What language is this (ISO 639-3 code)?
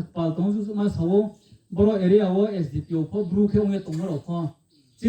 ria